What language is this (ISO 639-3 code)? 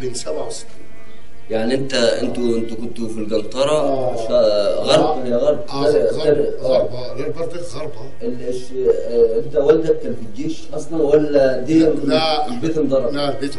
arz